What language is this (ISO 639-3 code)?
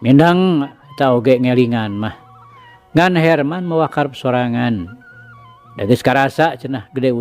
sun